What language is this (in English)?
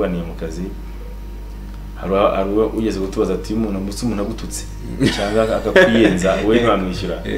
Kinyarwanda